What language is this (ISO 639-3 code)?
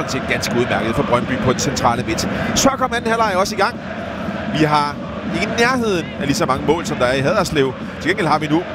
dan